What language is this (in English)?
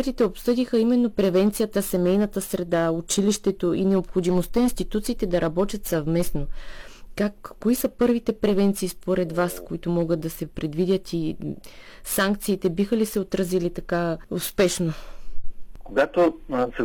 Bulgarian